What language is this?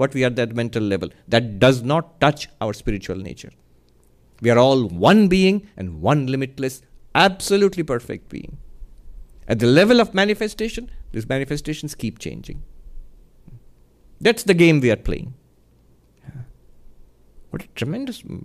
English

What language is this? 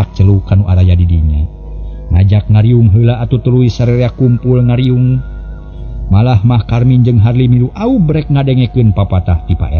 Sundanese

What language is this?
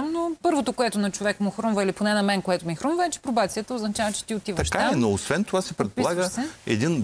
Bulgarian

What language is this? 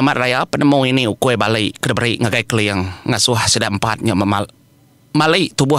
Iban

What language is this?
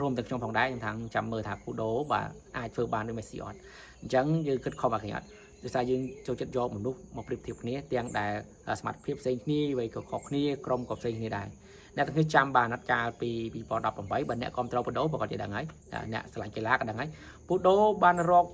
Khmer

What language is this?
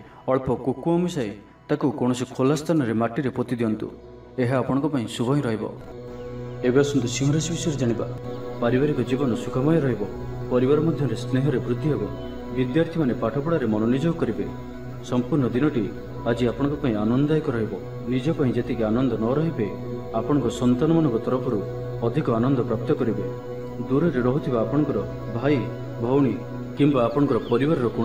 Odia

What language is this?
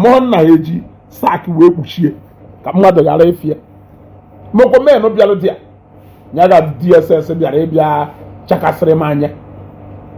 Igbo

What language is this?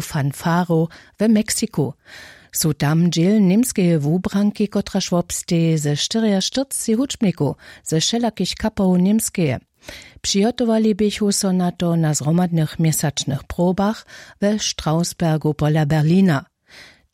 Upper Sorbian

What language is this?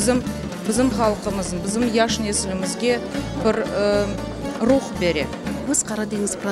Crimean Tatar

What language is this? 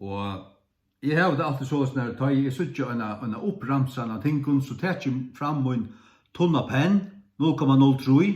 Faroese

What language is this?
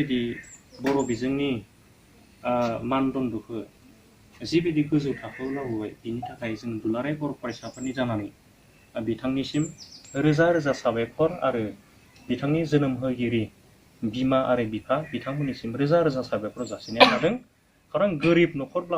Bodo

